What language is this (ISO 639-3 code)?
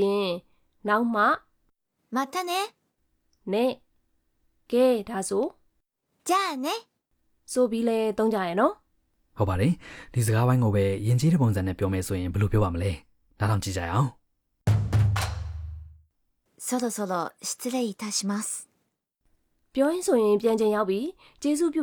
mya